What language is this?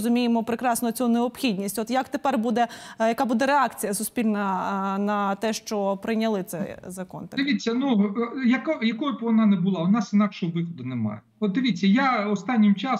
Ukrainian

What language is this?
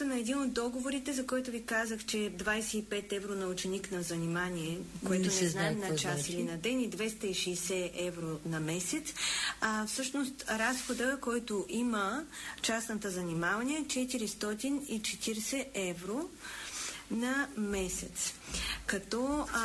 Bulgarian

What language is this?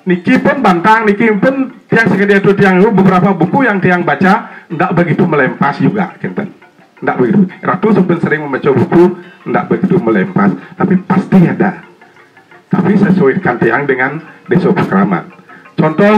Balinese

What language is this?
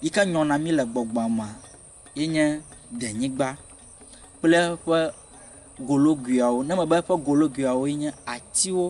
Ewe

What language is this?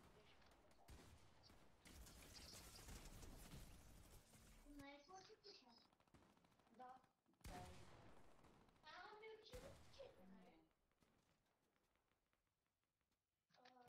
Bulgarian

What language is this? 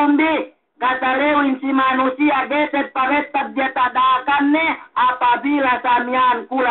Yakan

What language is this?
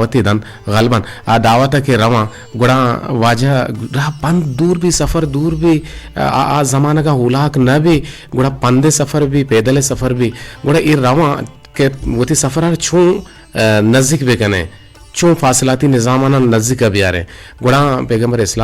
Eastern Balochi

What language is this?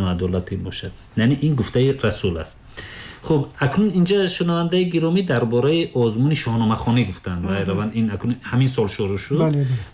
Tajik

